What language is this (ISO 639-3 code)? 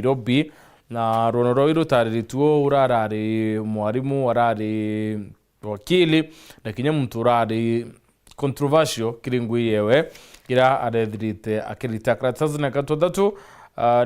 mer